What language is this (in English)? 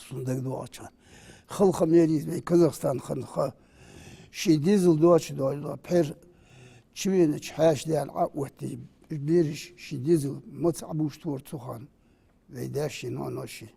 Ingush